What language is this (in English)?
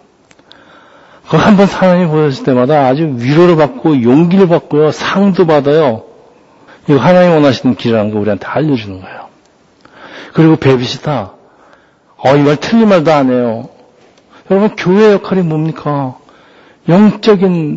Korean